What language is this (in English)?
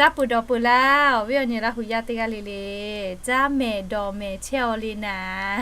Lahu